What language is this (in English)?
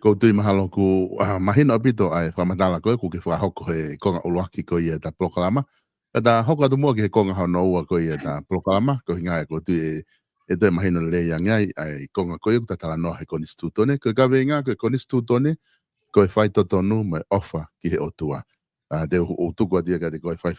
Tongan